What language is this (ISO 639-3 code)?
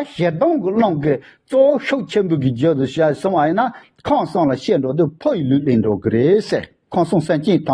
bod